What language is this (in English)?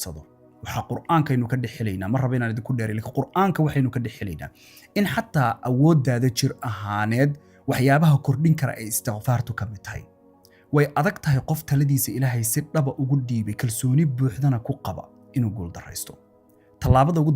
Somali